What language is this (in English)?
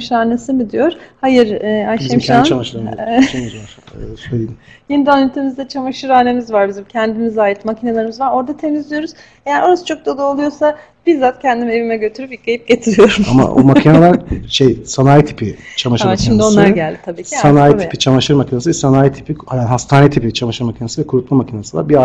Turkish